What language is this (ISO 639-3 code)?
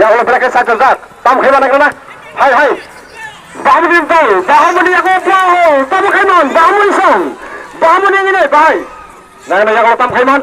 trp